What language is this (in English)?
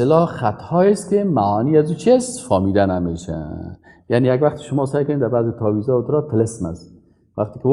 Persian